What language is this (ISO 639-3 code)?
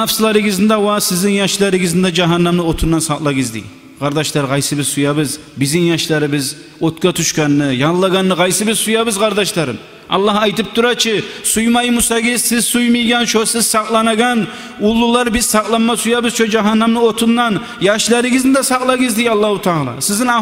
kum